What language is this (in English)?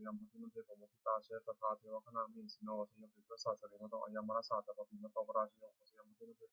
Pali